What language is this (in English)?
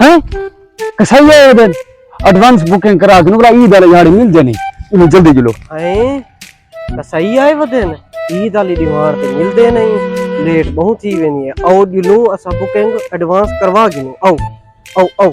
Saraiki